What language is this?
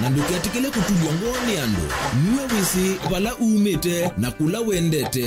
Kamba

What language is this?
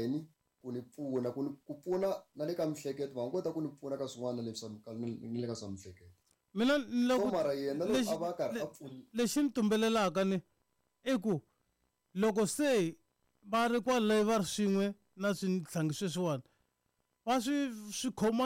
Tsonga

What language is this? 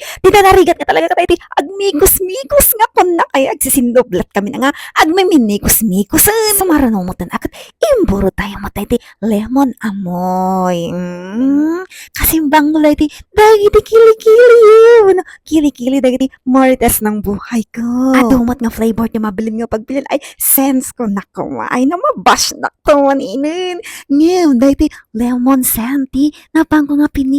Iloko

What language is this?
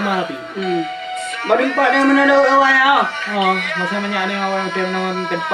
Achinese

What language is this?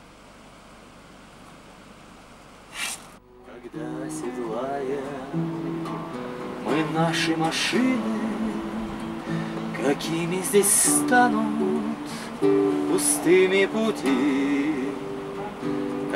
Czech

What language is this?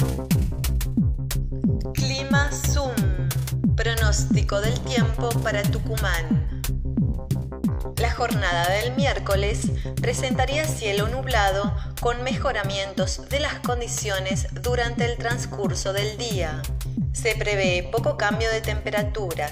Spanish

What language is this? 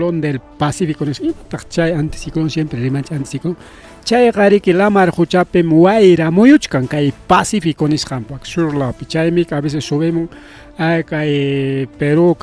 Ayacucho Quechua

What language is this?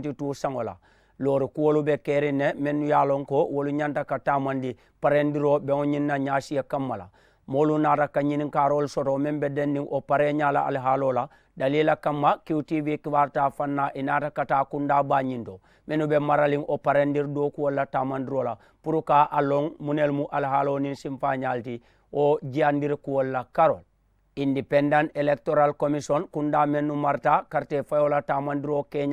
Mandingo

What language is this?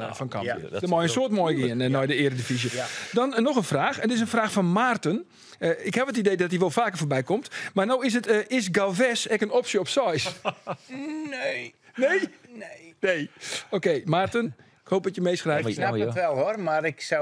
Western Frisian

